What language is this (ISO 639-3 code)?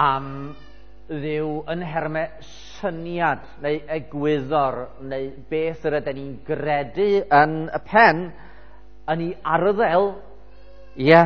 cym